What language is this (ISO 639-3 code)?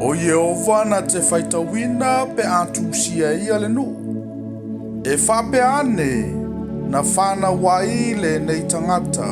smo